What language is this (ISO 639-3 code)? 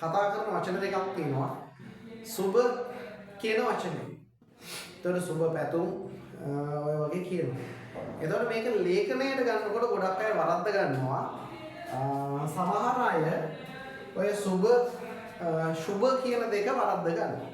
sin